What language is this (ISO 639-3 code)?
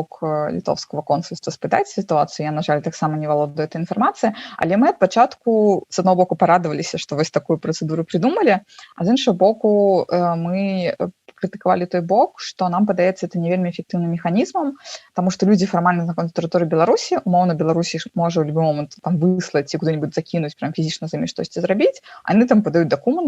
bel